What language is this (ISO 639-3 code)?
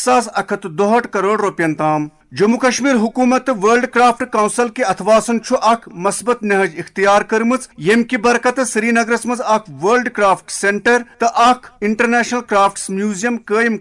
kas